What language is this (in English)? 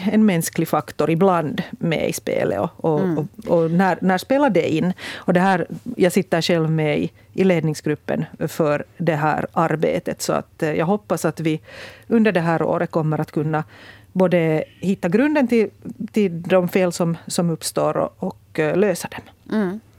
Swedish